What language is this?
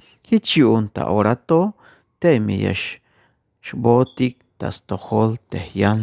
Tzeltal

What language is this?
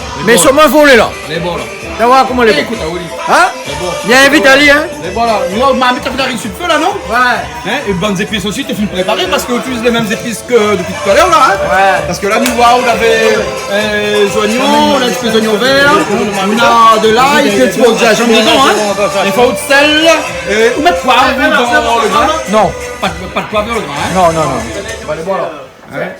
Réunion Creole French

